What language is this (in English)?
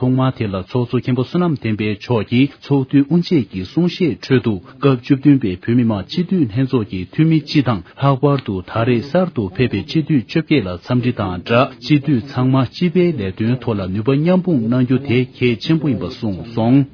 Tibetan